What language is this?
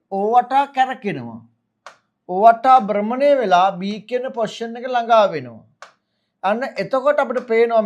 Sinhala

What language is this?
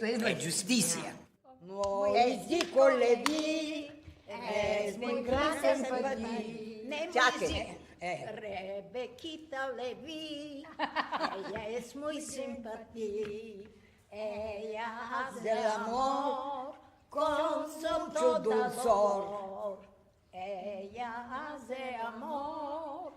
Ladino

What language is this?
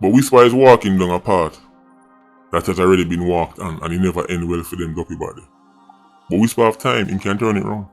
Jamaican Creole English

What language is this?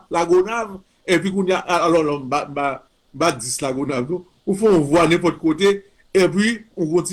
Haitian Creole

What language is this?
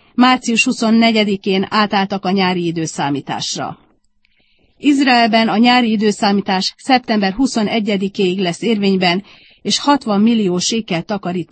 Hungarian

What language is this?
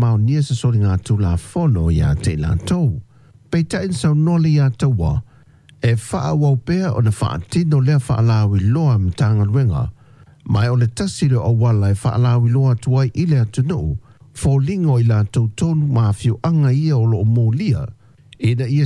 Samoan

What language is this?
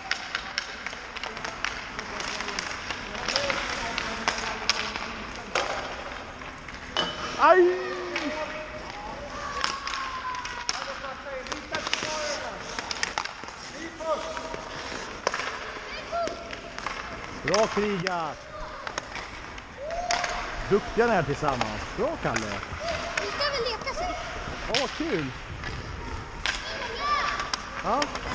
Swedish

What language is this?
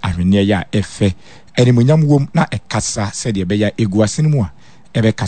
Akan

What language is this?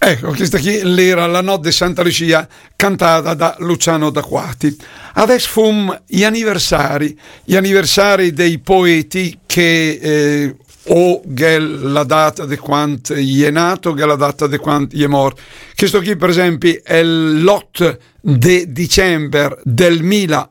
Lombard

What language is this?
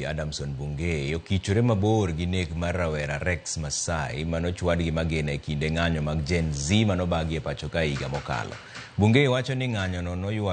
Luo (Kenya and Tanzania)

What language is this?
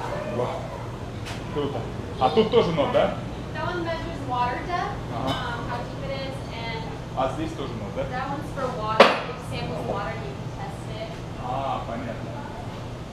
Russian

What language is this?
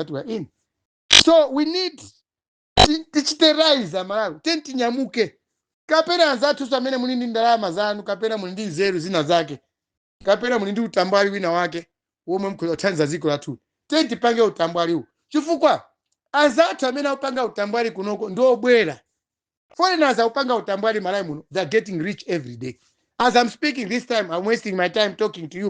Nyanja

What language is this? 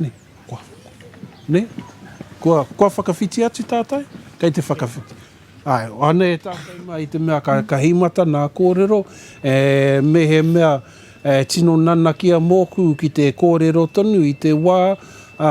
Māori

